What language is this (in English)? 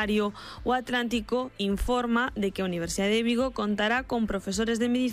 Galician